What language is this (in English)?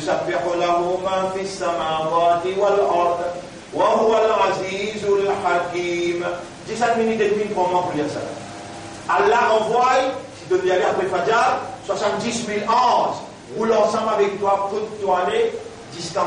Morisyen